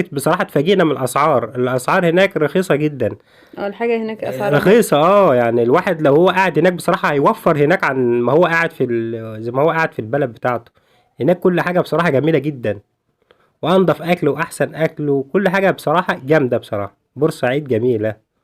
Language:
Egyptian Arabic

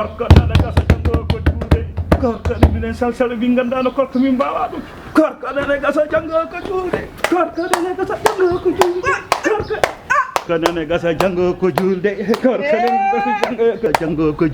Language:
Fula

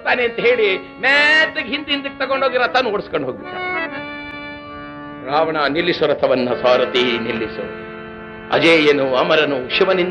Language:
Kannada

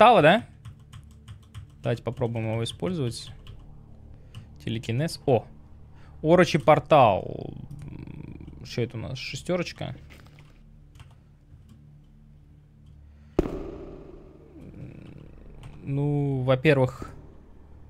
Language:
Russian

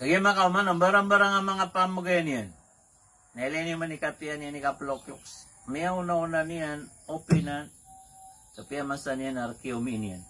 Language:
Maranao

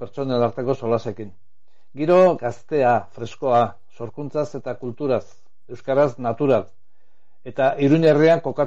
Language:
Basque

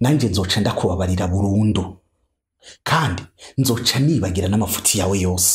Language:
Rundi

